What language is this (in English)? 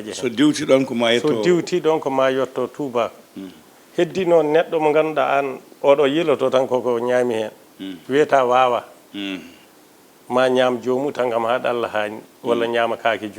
Fula